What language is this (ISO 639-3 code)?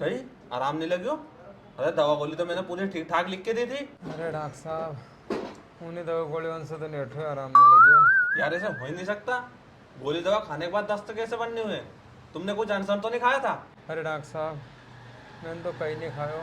raj